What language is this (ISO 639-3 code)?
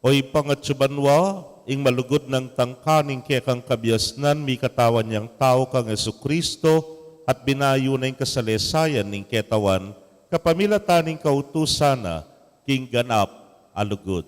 pam